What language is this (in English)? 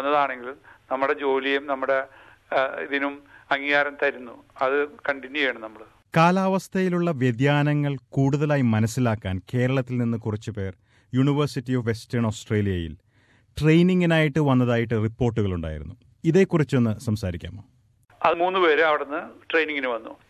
Malayalam